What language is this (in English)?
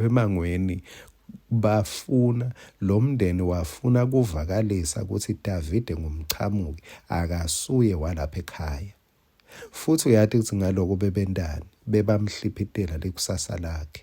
Swati